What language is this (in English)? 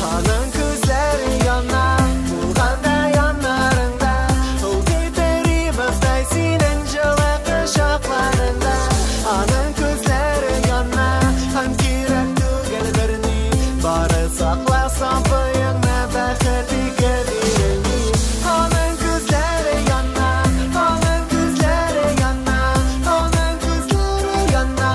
Tatar